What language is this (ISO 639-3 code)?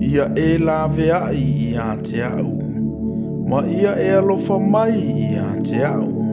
smo